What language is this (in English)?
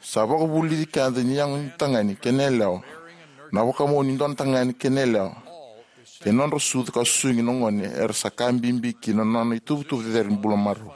Fijian